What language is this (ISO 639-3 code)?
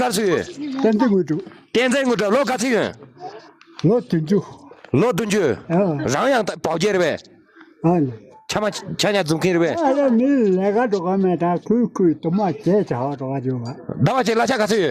bod